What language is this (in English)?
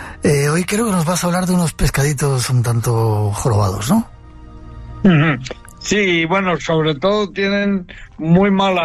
Spanish